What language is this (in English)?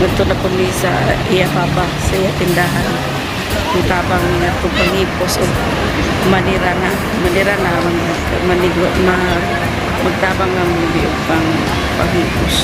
Cebuano